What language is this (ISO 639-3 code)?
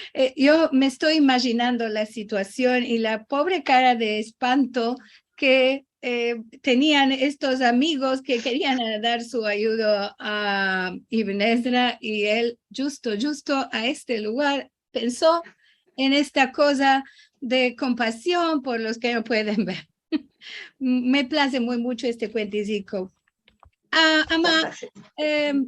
lad